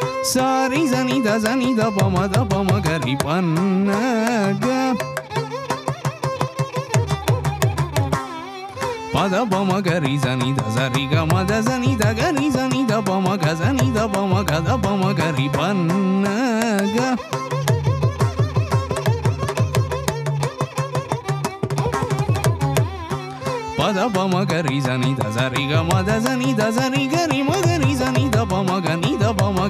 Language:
Tamil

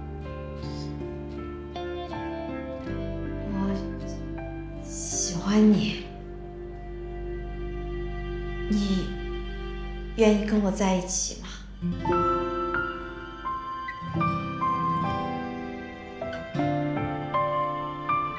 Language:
Chinese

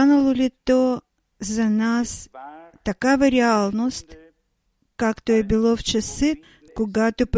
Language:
Bulgarian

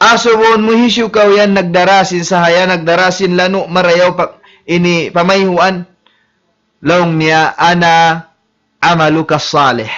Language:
Tausug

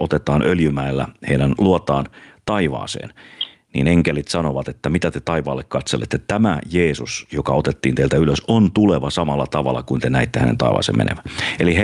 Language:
Finnish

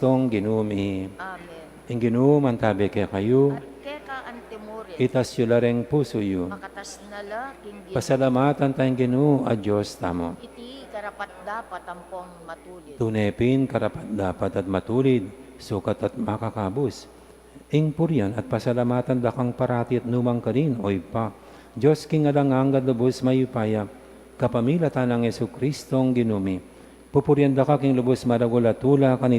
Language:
Pampanga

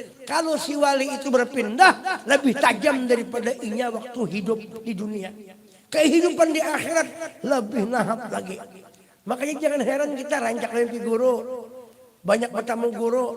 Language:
Banjar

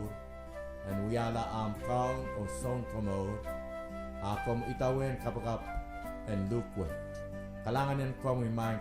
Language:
Pohnpeian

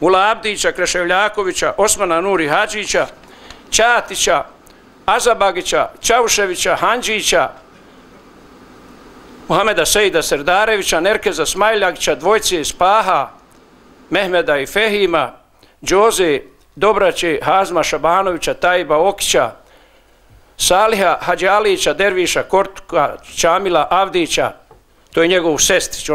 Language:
Bosnian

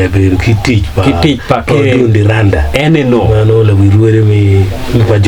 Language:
Acoli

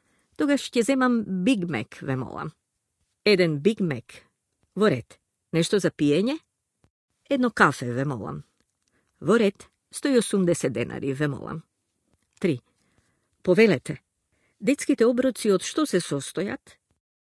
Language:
Macedonian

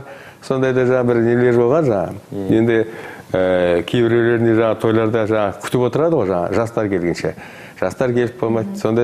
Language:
Kazakh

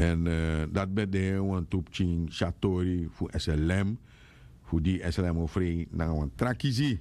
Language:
Sranan Tongo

